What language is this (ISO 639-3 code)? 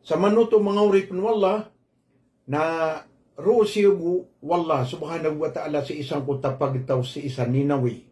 mrw